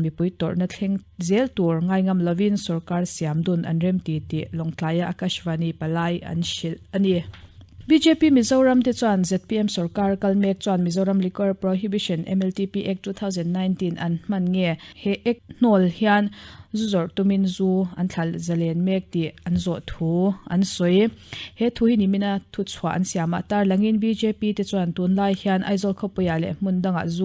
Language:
Mizo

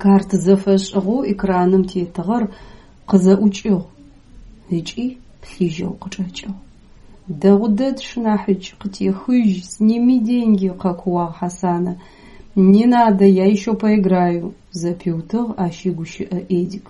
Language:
Adyghe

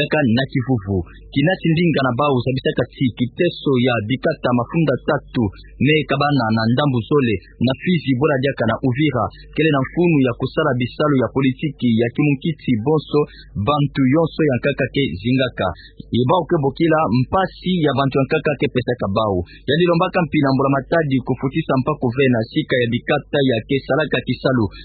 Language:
Kituba (Democratic Republic of Congo)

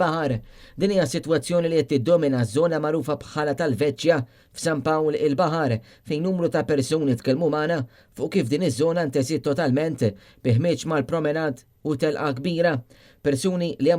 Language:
Maltese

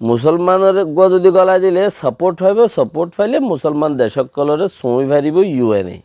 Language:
Rohingya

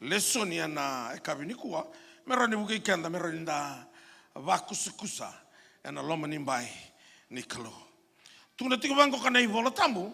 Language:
Fijian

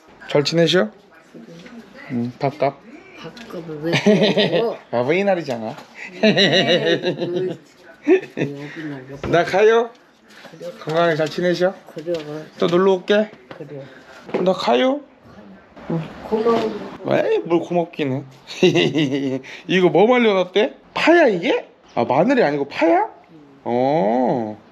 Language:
Korean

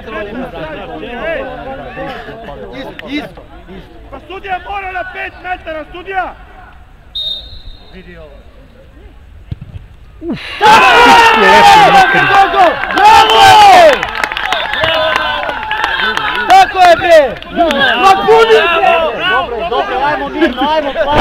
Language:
Serbian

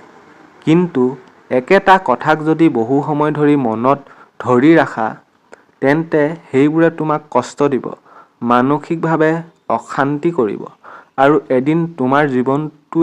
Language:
Assamese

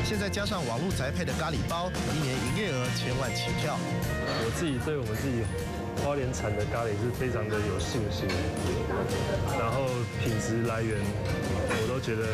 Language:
Chinese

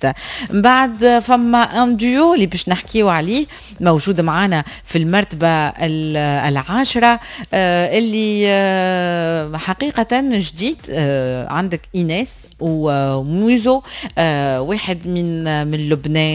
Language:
Tunisian Arabic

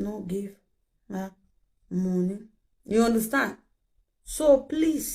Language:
Nigerian Pidgin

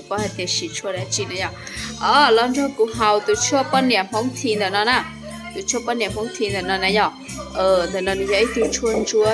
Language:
Hmong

